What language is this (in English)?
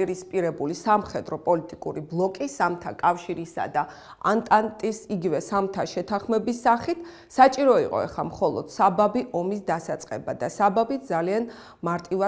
Georgian